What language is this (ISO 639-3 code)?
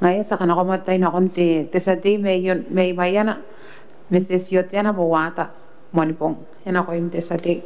gil